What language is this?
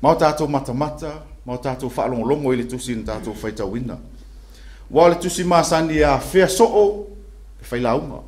Samoan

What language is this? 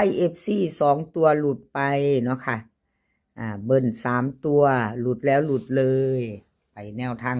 Northeastern Thai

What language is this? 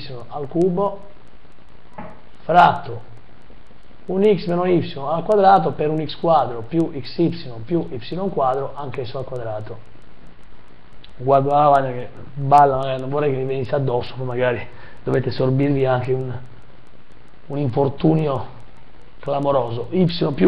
Italian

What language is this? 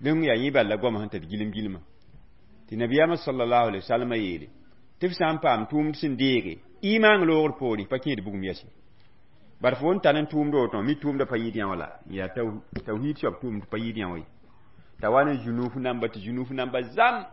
Mossi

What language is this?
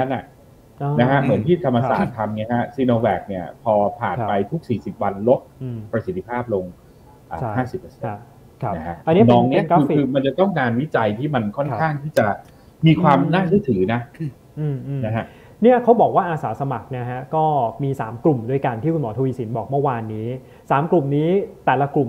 Thai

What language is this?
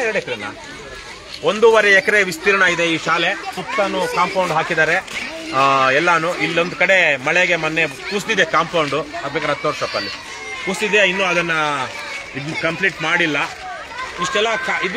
Kannada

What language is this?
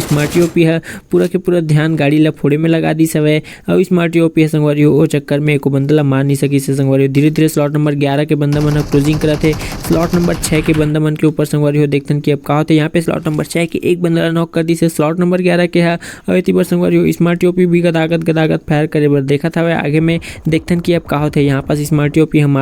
Chhattisgarhi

